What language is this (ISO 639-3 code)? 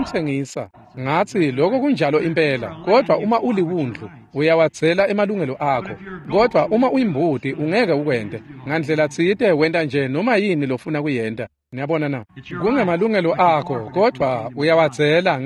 ssw